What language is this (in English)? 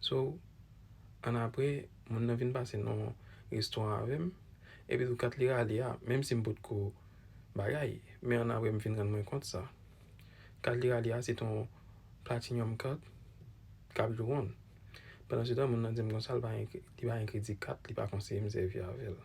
Haitian Creole